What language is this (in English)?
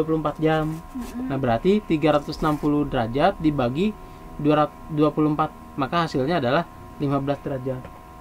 Indonesian